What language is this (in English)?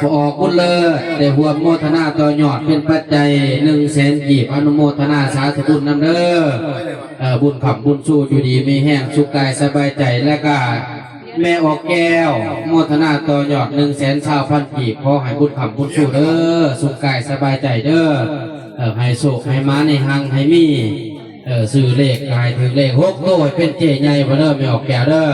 Northeastern Thai